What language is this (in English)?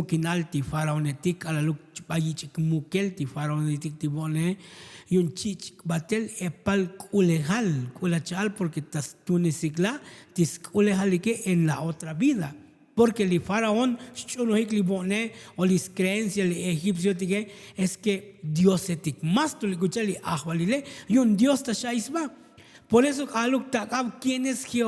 Tzotzil